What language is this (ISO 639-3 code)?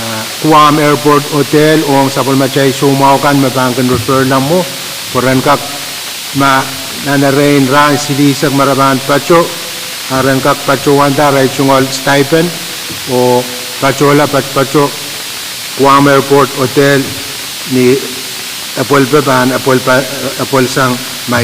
pon